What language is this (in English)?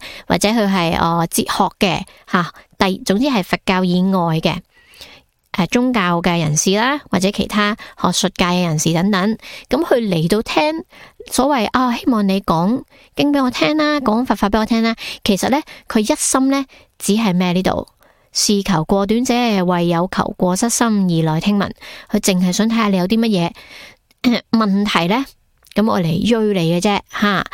Cantonese